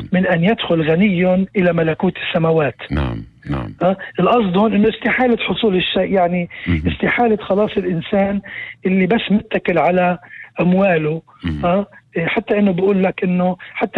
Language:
North Levantine Arabic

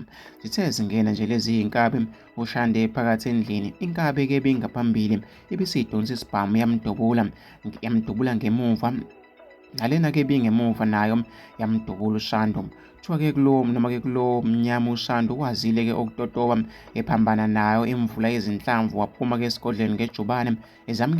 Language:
Zulu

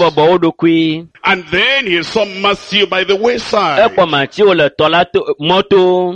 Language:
Ewe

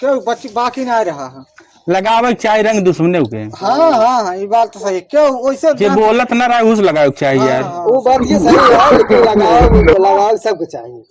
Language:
Awadhi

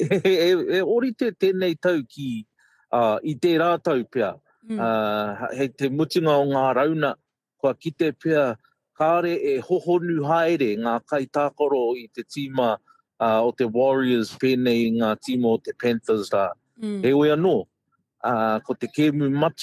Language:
Māori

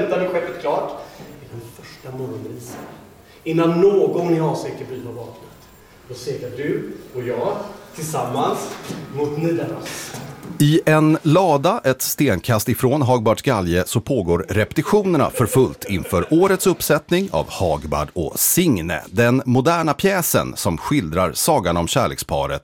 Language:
Swedish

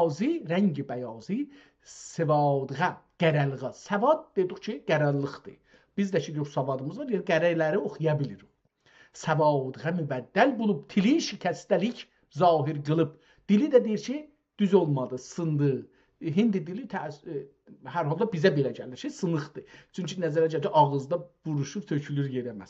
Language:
South Azerbaijani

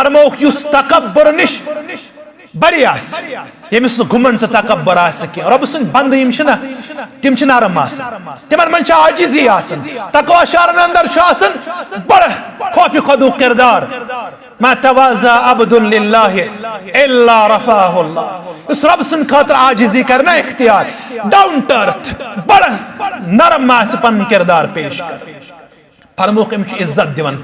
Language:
Kashmiri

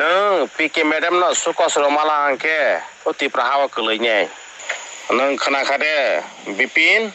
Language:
Kok Borok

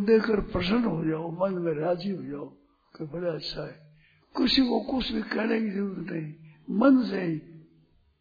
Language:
Hindi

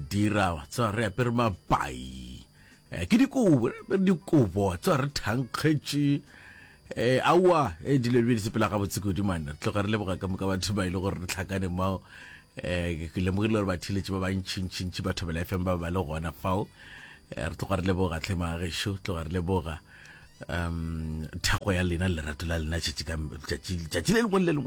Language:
Northern Sotho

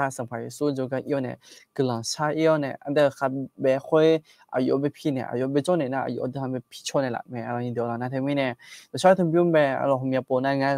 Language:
Akha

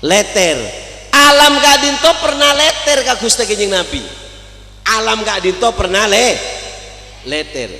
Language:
Madurese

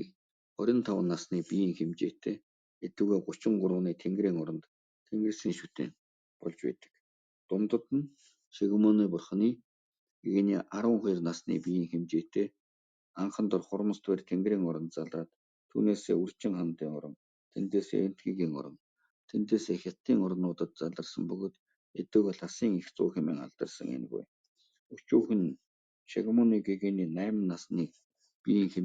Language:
Mongolian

